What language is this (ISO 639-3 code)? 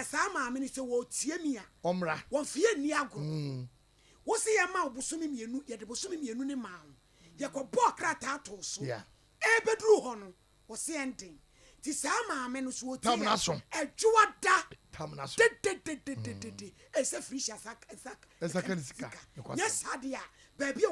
aka